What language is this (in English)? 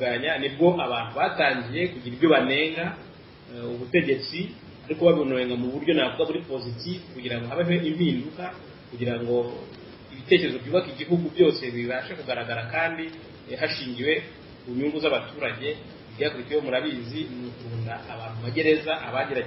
Kinyarwanda